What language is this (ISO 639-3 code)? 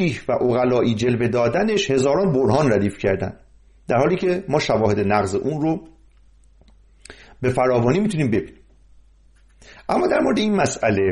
fas